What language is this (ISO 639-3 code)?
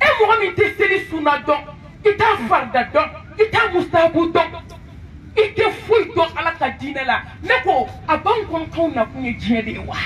bam